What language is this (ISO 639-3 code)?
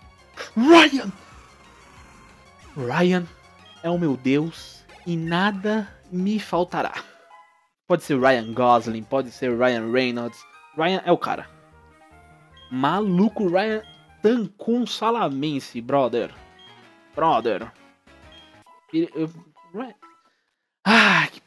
por